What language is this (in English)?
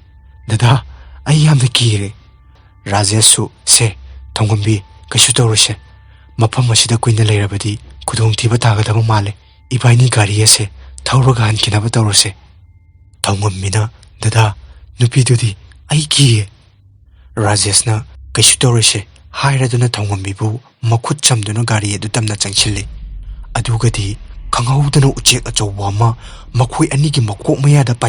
Manipuri